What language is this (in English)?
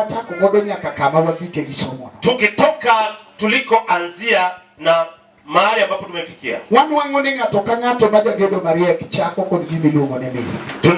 Luo (Kenya and Tanzania)